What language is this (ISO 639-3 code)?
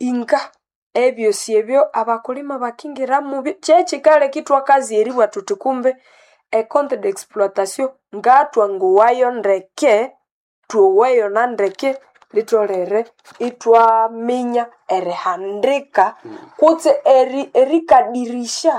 nnb